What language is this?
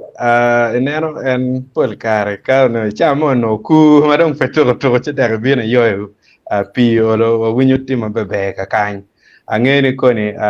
Acoli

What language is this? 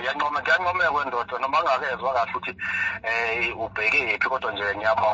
Zulu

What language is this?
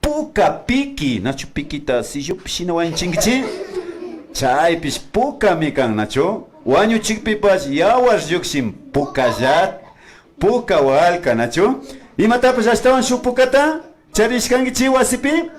Imbabura Highland Quichua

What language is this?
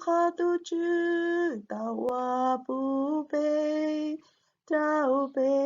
Hmong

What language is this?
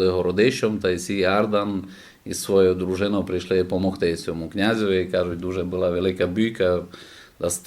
Rusyn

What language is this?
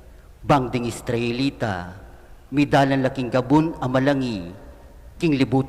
Pampanga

